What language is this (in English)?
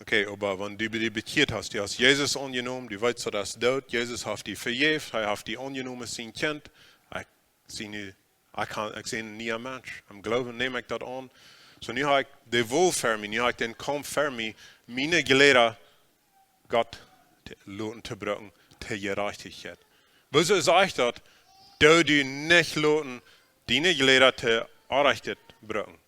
Plautdietsch